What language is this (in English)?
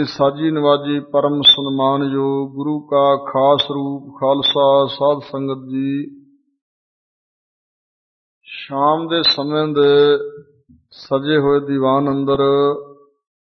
Punjabi